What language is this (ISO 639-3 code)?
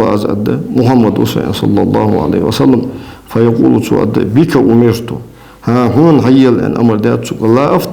inh